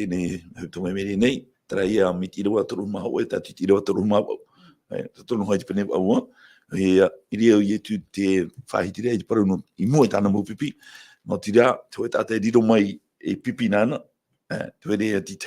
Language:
Tahitian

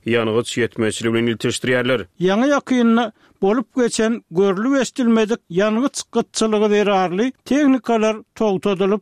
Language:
Turkmen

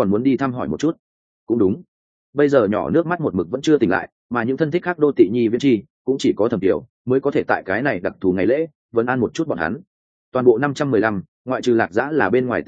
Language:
Vietnamese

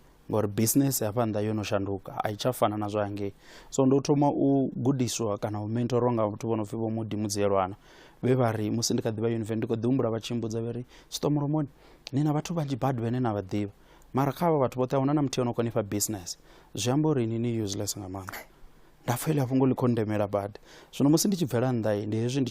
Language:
Venda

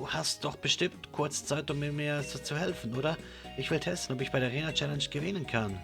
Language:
Swiss German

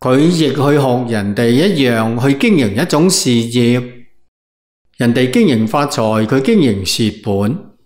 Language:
Cantonese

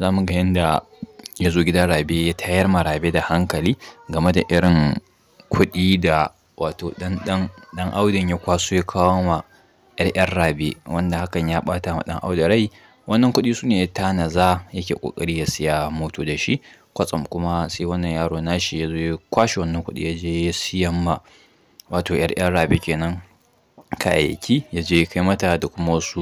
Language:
Hausa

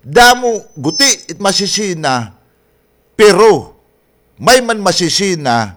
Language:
Waray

